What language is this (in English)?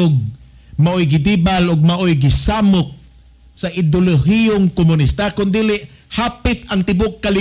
Cebuano